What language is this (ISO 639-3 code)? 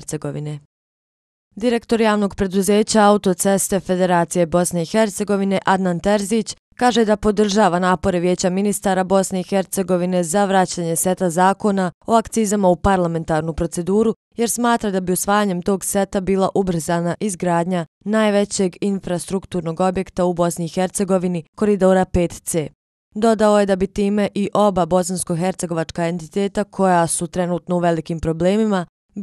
bos